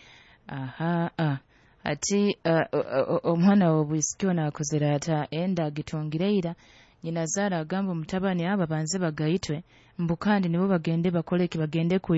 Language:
Nyoro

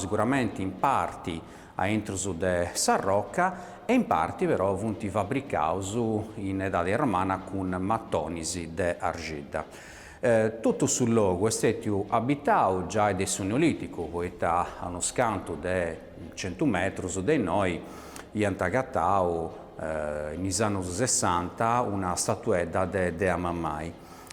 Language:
Sardinian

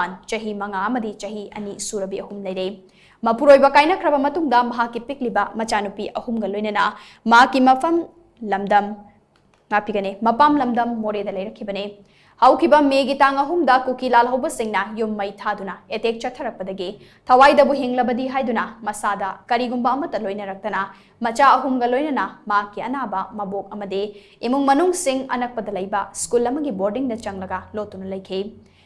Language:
Manipuri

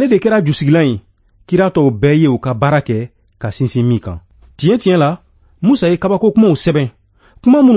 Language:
Bambara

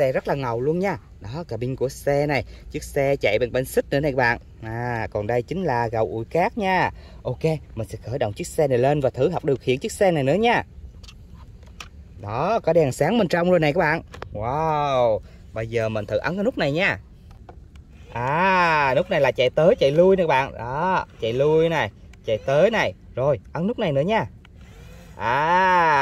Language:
Vietnamese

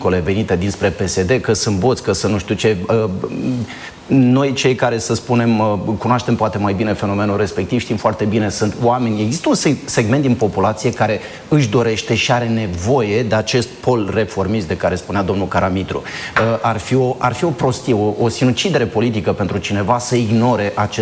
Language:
Romanian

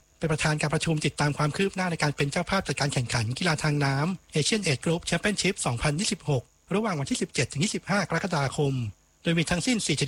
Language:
Thai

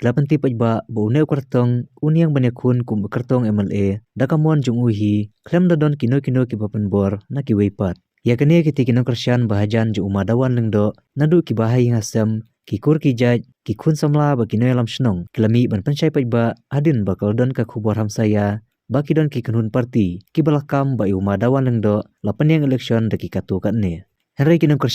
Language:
Khasi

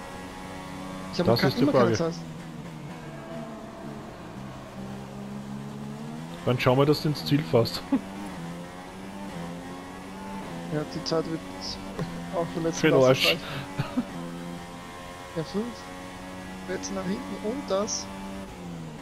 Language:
German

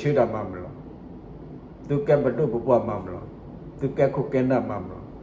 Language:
S'gaw Karen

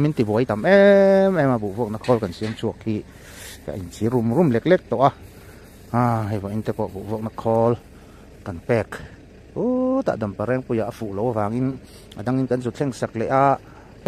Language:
Mizo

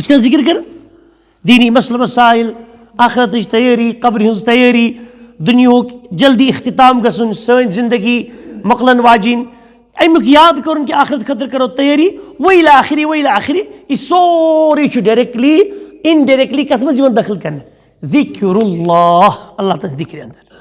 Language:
Kashmiri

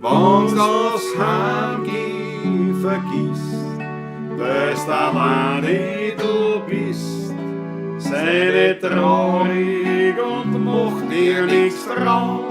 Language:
Bavarian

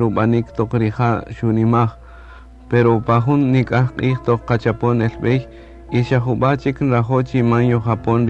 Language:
Kaqchikel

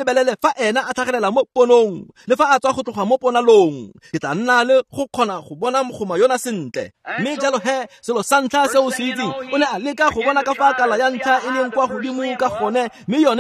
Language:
Tswana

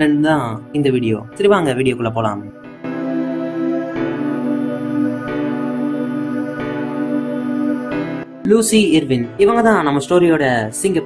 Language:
Tamil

